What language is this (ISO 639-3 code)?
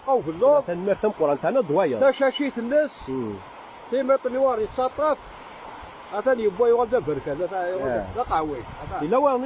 kab